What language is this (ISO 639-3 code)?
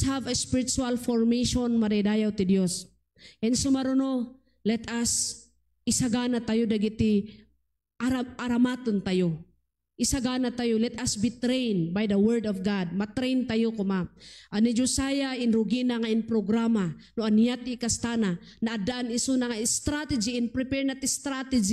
ilo